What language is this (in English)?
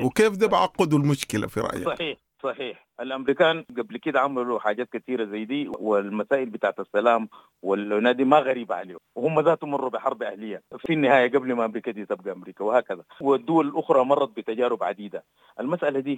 Sudanese Arabic